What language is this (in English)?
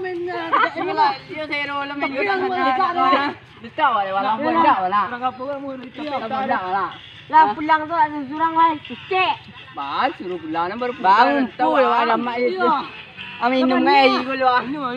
Minangkabau